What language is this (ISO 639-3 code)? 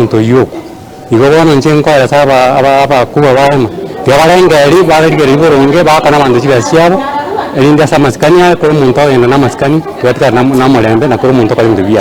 guz